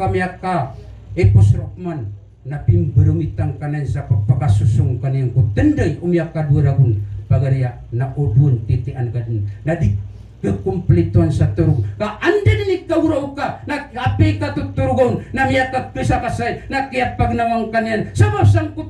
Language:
Maranao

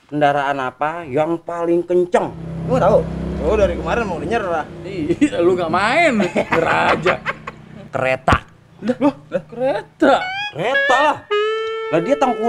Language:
Betawi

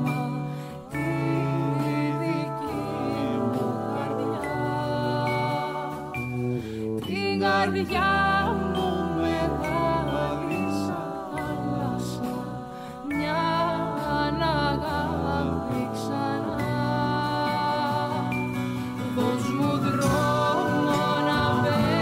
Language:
Greek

